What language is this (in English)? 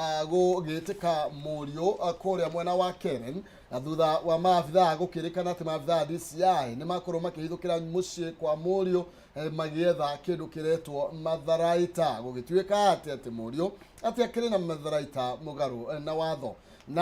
Kikuyu